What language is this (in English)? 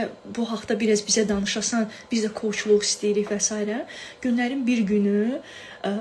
Azerbaijani